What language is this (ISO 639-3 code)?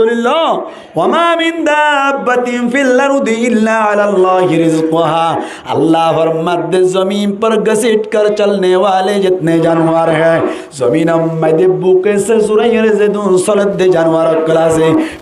rhg